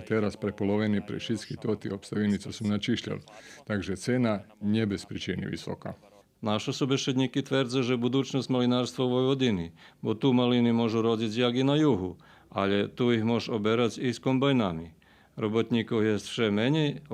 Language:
Rusyn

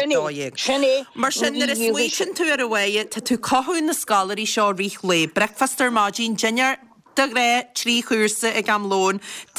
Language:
Irish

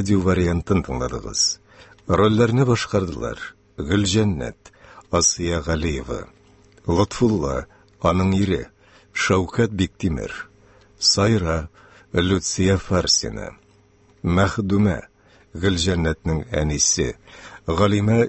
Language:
Tatar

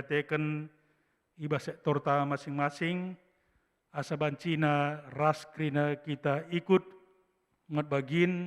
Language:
Batak Karo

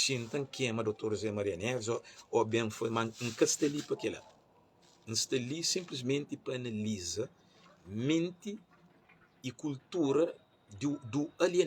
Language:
Kabuverdianu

